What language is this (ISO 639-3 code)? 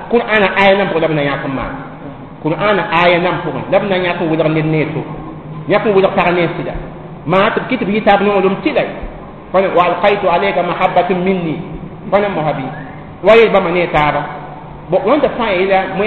mos